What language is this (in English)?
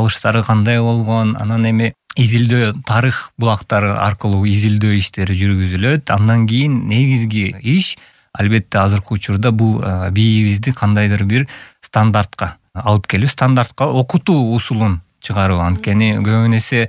Kyrgyz